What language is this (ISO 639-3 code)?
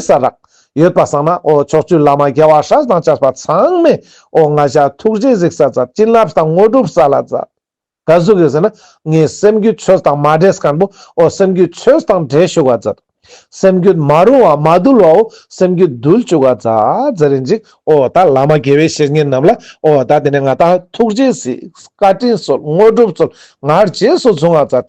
lbj